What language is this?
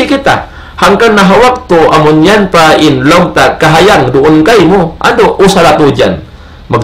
Tausug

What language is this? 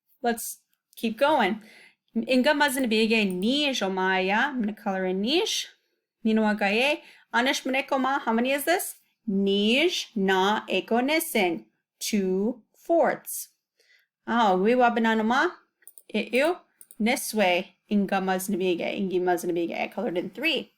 Chippewa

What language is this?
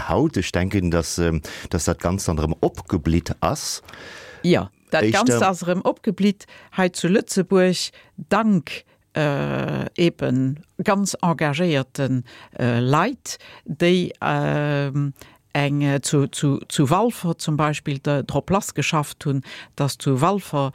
Luxembourgish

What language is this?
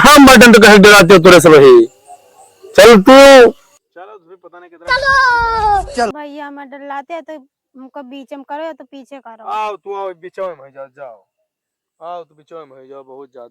Awadhi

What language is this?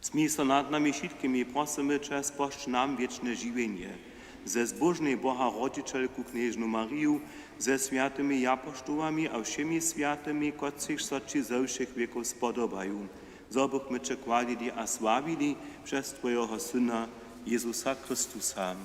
Upper Sorbian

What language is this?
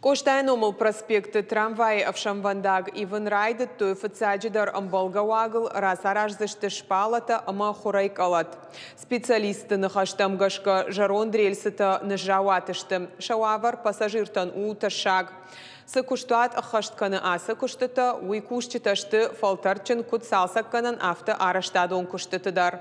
Ossetic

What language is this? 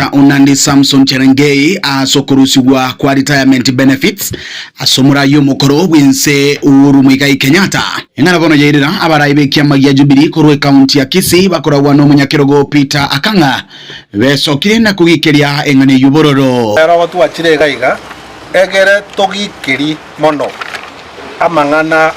Gusii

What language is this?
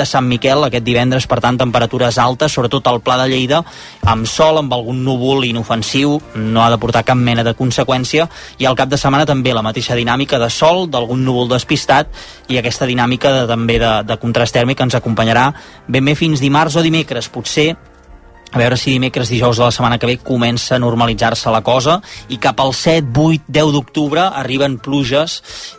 Catalan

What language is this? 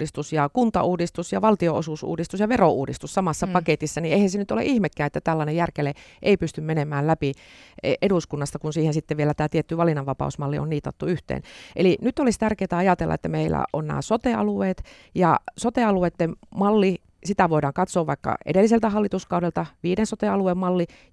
Finnish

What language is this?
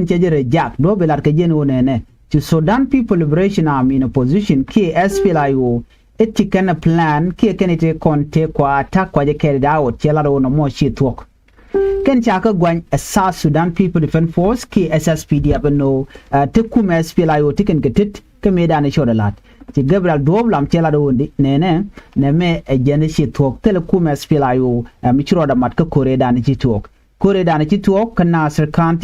Nuer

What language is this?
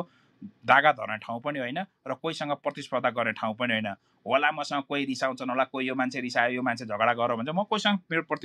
Nepali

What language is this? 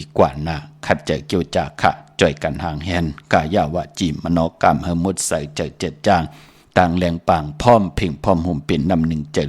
Shan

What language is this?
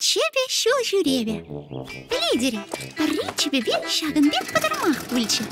Chuvash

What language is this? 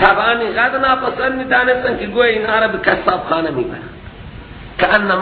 Persian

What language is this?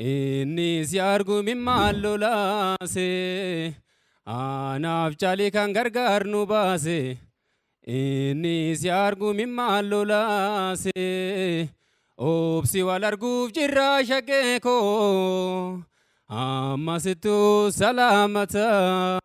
Oromo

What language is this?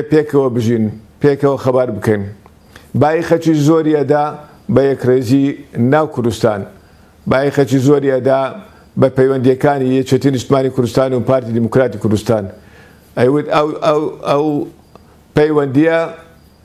Central Kurdish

